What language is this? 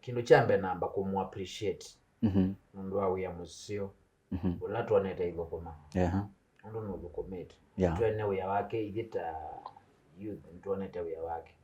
Kamba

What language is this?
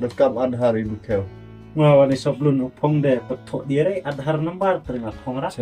Khasi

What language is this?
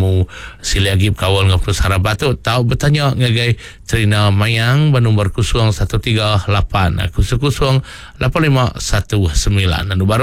Iban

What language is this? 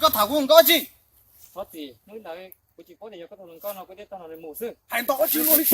Hmong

